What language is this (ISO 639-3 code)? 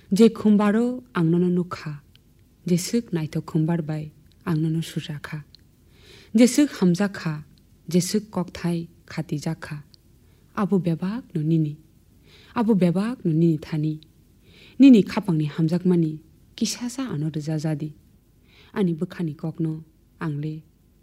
trp